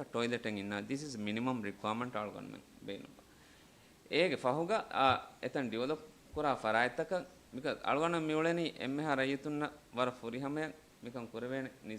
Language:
Divehi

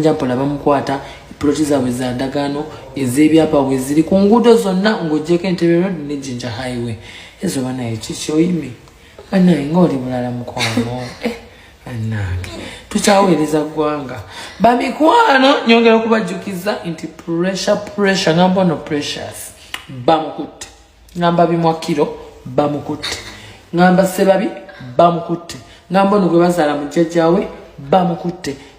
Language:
Ganda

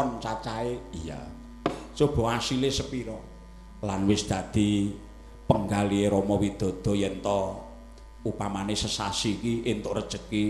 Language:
Javanese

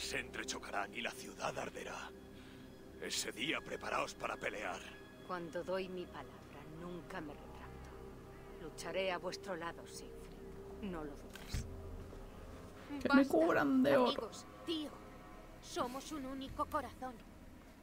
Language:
Spanish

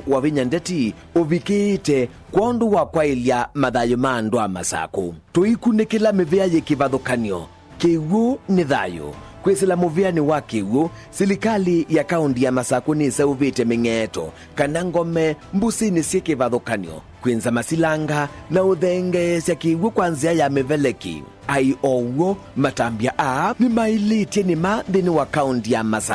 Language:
Kamba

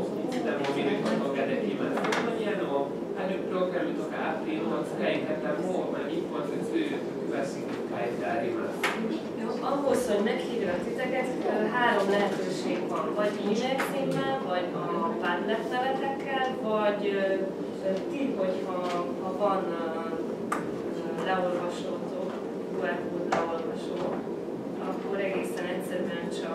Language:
Hungarian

